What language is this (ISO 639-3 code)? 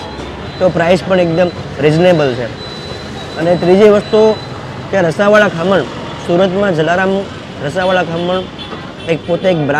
guj